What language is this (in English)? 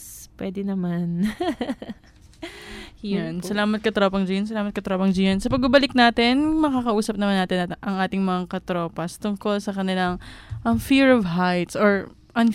Filipino